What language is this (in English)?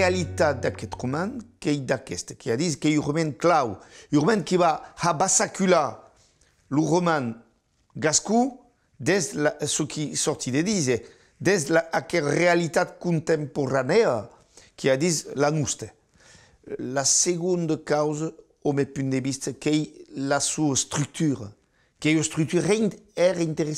Occitan